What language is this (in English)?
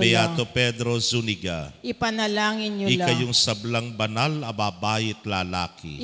Pampanga